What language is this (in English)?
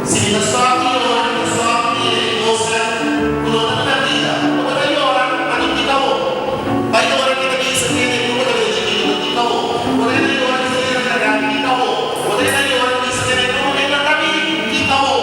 Papiamento